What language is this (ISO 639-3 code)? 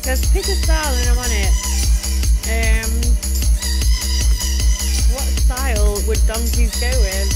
eng